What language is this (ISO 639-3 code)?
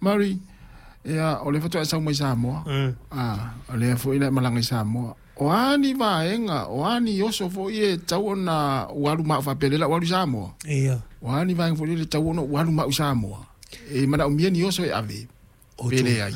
smo